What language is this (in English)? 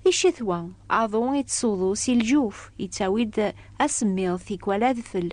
Kabyle